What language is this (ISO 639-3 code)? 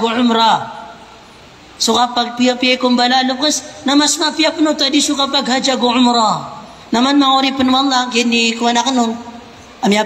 mrw